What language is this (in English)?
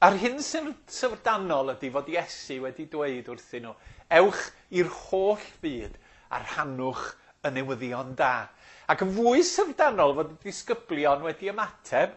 Welsh